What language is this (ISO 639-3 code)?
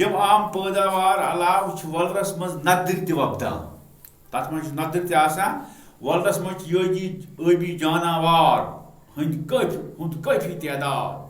kas